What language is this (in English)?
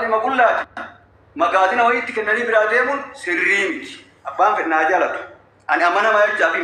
Oromo